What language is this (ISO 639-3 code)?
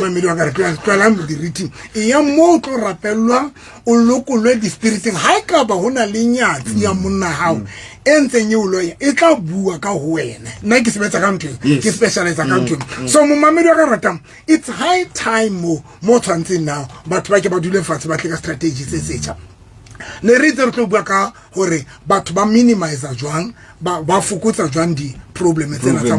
sot